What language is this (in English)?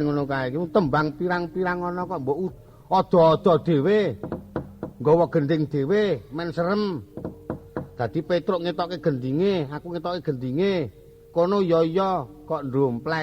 Javanese